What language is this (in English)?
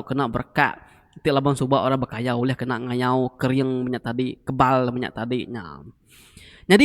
Iban